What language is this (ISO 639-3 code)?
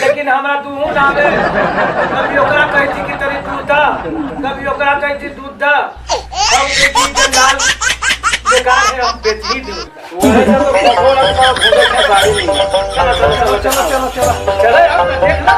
mag